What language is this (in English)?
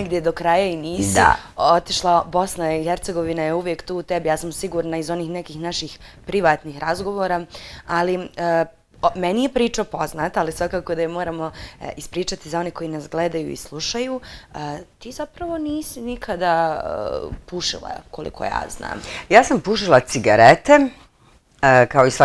Bosnian